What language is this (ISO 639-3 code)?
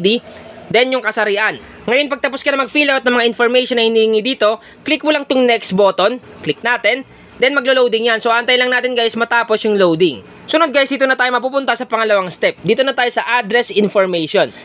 fil